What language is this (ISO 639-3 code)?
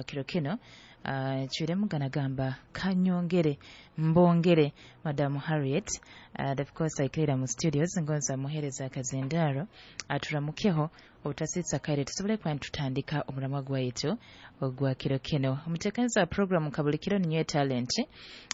nyo